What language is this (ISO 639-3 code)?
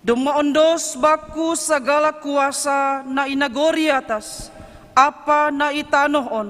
bts